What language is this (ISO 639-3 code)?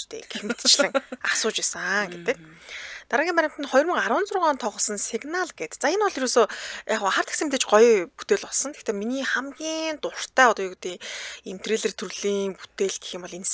mon